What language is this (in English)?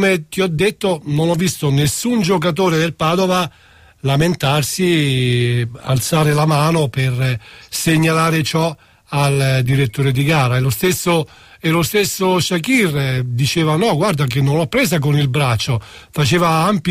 Italian